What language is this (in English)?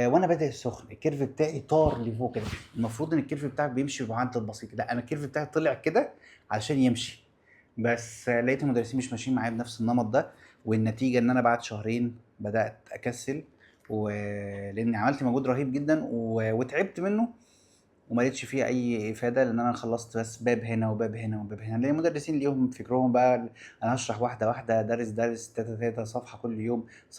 Egyptian Arabic